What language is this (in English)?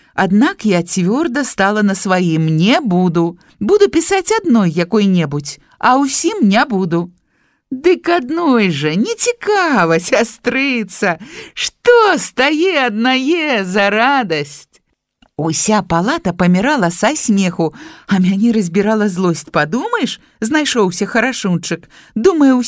Belarusian